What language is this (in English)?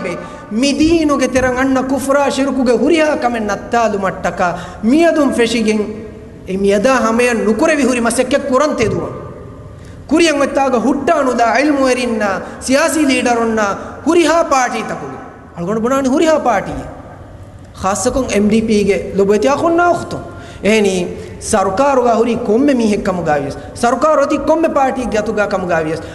Divehi